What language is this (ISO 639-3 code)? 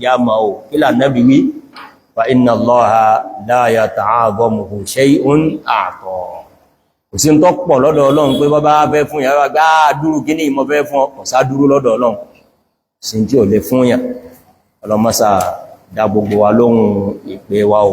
yor